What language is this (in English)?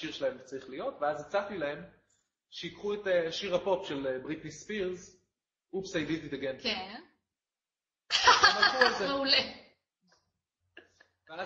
Hebrew